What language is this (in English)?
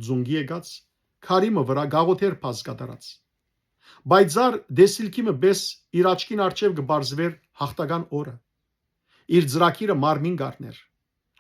Western Armenian